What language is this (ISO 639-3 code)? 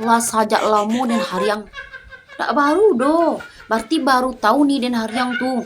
min